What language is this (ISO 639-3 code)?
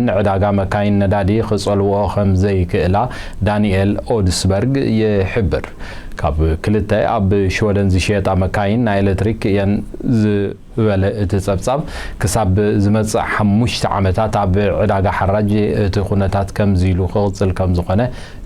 tir